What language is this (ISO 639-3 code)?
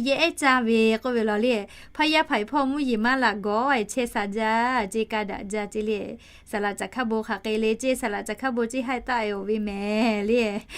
lhu